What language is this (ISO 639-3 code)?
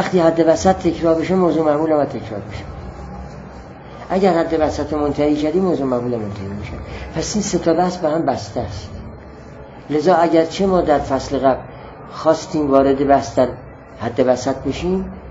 fas